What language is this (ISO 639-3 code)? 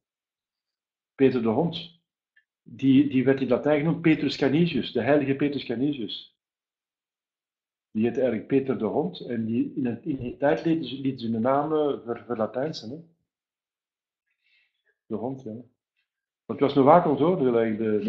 nld